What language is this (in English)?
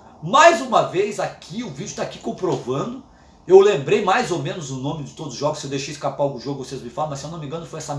Portuguese